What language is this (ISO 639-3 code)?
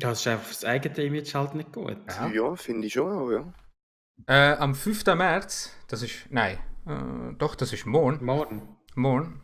gsw